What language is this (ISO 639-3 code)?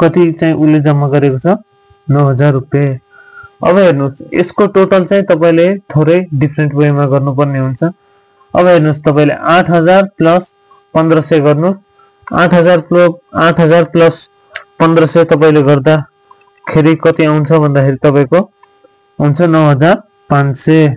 nep